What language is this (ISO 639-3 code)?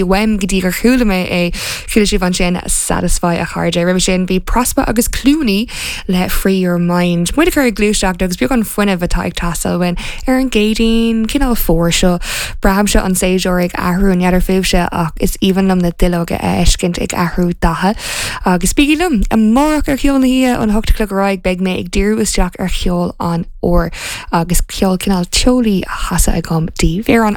gle